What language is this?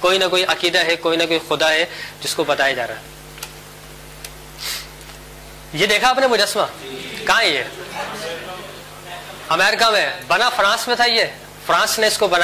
Urdu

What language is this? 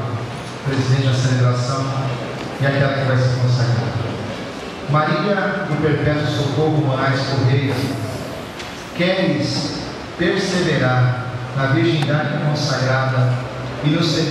Portuguese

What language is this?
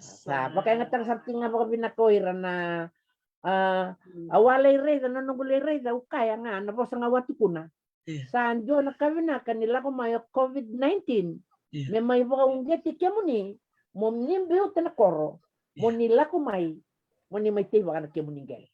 Fijian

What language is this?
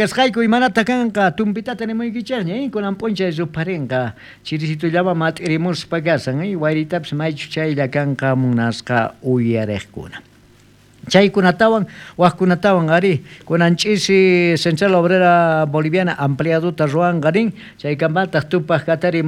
South Bolivian Quechua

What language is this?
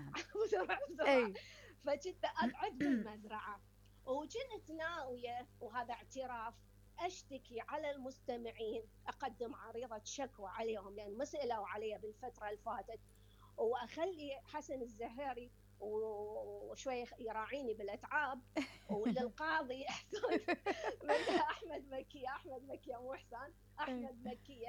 Mesopotamian Arabic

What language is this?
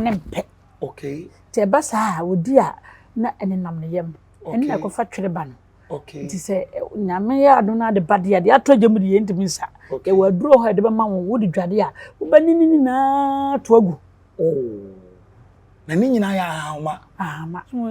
Akan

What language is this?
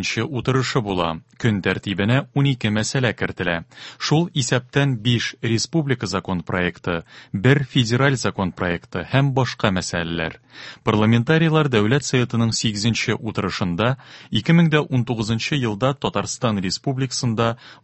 Tatar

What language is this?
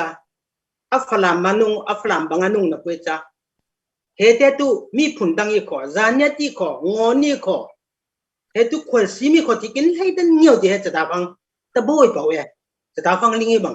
Falam Chin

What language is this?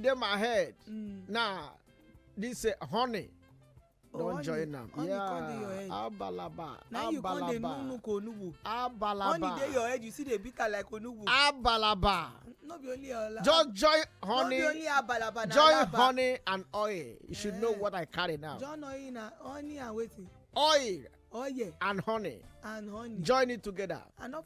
Nigerian Pidgin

